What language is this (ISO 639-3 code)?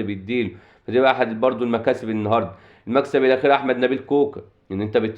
arz